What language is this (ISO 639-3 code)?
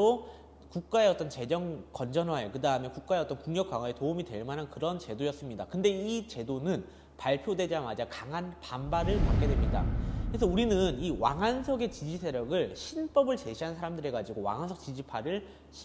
kor